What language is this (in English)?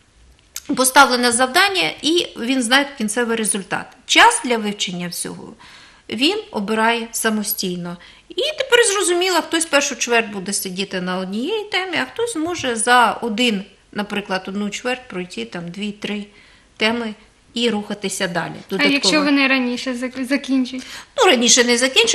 Ukrainian